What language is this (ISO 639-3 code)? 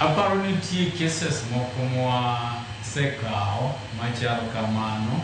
luo